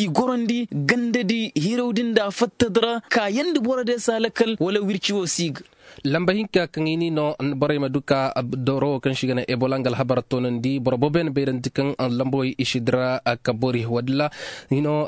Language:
Koyraboro Senni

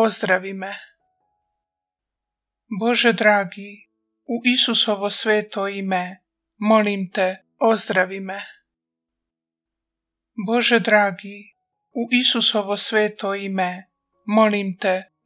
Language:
Croatian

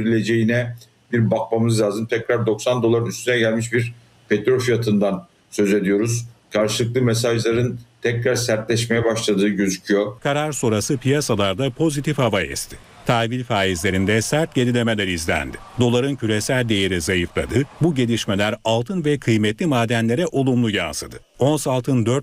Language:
Turkish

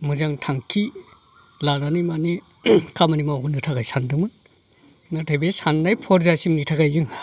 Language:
Bodo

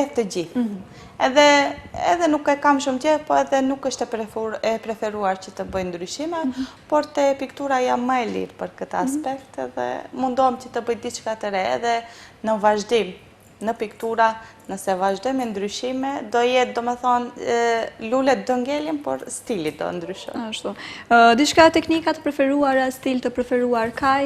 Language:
Albanian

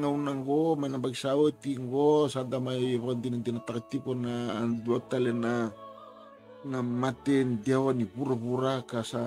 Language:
Fijian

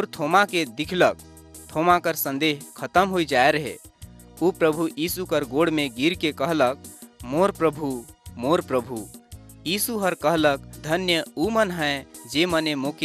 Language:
Sadri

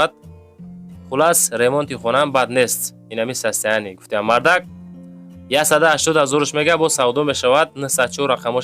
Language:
Tajik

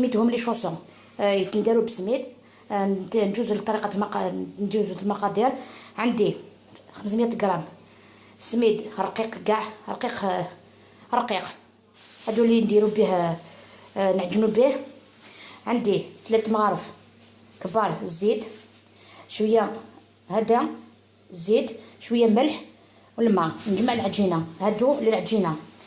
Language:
Algerian Arabic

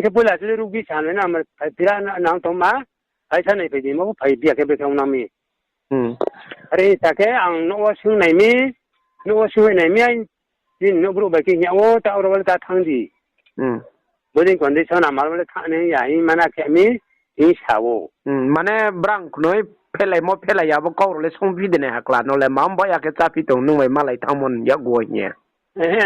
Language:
Riang (India)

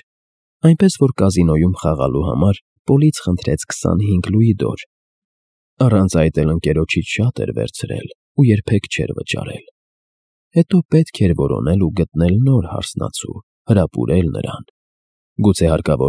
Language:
Armenian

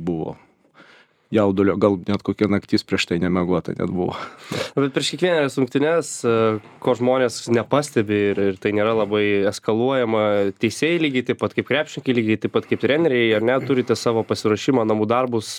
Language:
Lithuanian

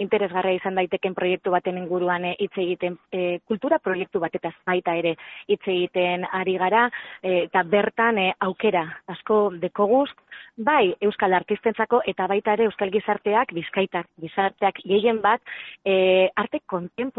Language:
Basque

